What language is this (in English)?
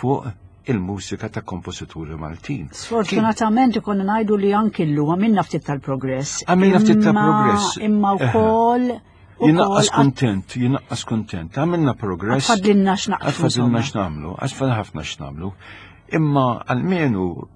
Maltese